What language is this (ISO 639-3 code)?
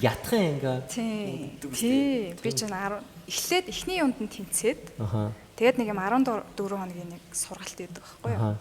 mon